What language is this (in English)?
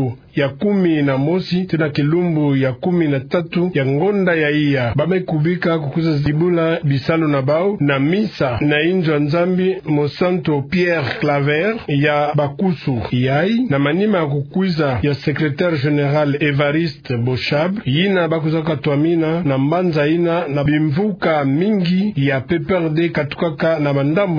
Kituba (Democratic Republic of Congo)